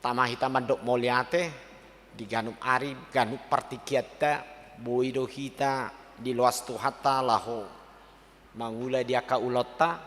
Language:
Batak Toba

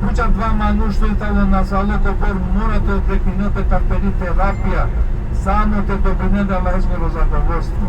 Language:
Balkan Romani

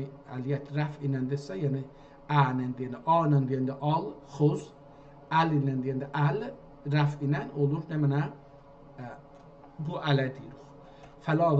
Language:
South Azerbaijani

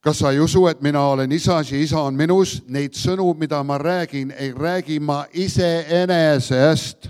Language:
Estonian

